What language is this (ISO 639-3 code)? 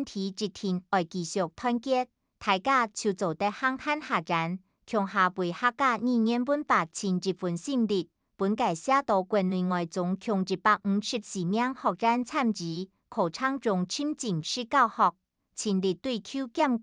hak